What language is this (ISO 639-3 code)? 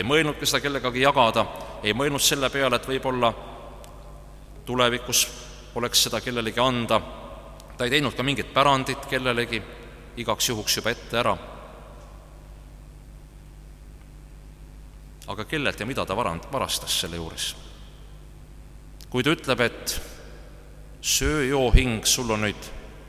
est